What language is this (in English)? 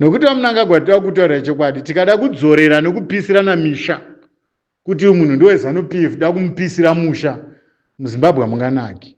Shona